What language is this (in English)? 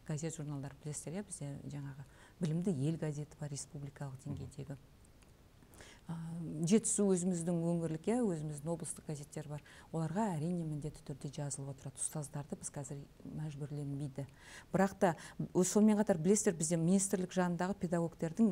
Kazakh